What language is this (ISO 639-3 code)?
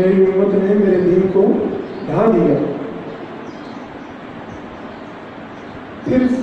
urd